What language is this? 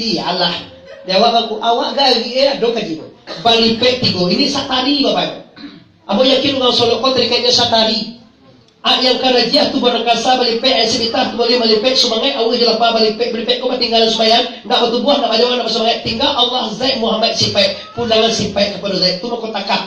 Minangkabau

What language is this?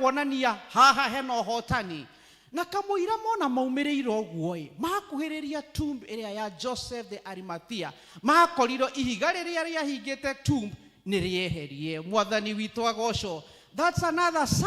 Kikuyu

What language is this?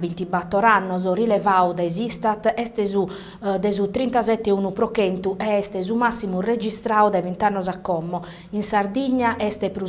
Sardinian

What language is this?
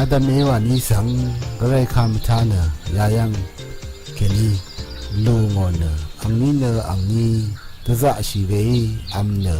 Rawang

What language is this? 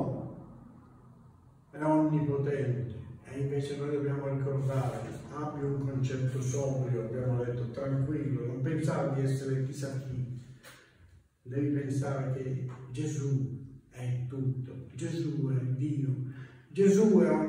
Italian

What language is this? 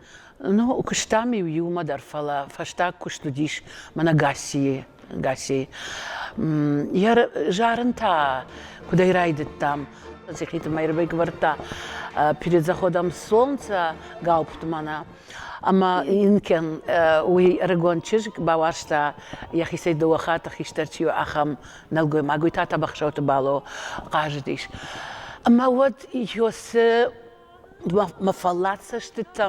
Ossetic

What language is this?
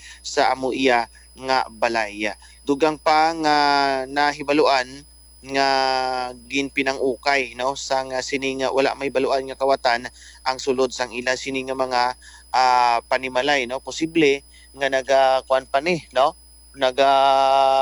Hiligaynon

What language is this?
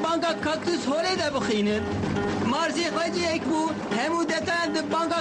Kurdish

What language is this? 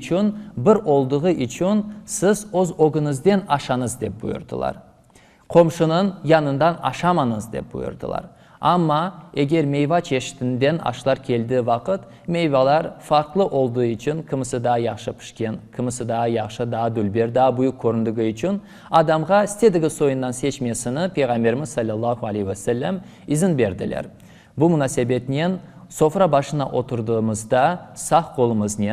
Crimean Tatar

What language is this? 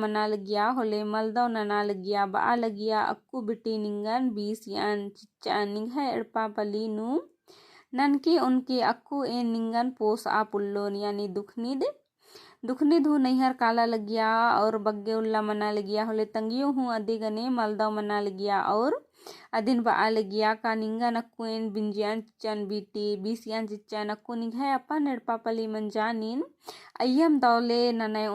Kurukh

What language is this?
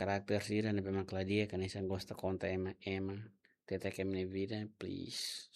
Tetum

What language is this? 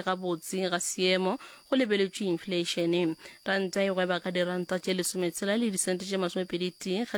Northern Sotho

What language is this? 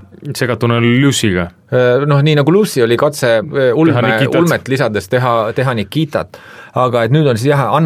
Estonian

